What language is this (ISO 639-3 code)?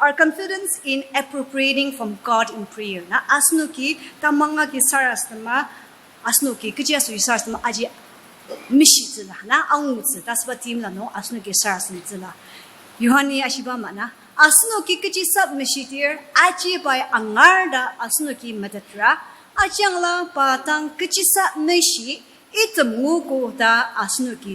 njo